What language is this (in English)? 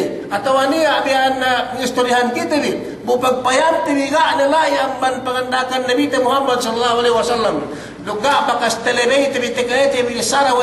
Yakan